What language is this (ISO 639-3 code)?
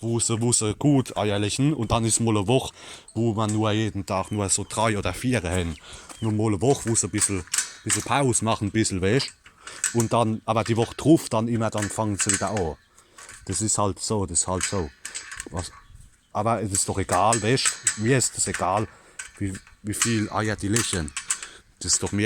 pfl